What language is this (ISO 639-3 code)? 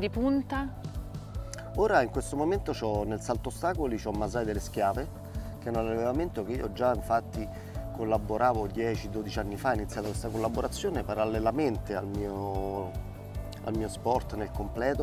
ita